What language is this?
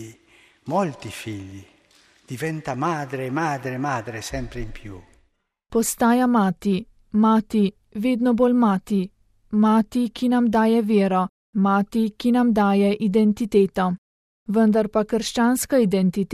Slovenian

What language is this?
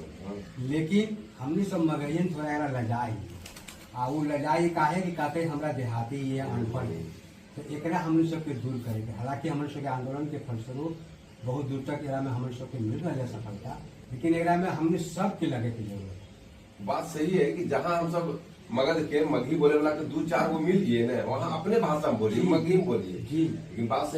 Magahi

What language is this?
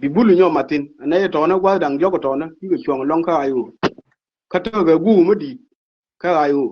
Nuer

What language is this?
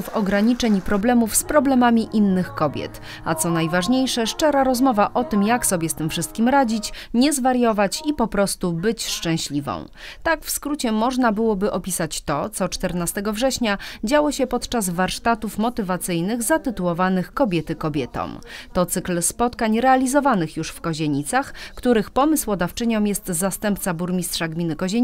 Polish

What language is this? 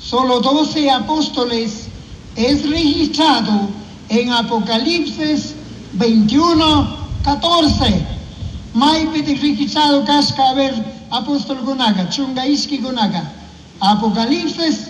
Chimborazo Highland Quichua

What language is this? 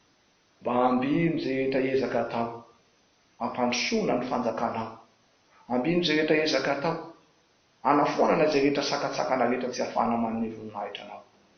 Malagasy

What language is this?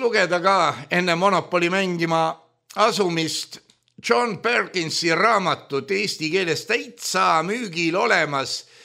Estonian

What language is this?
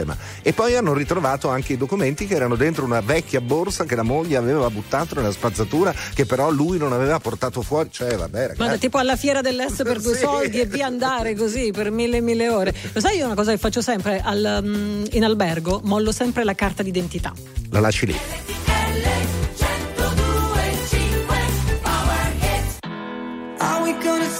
Italian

